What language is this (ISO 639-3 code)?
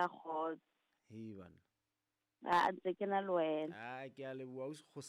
sot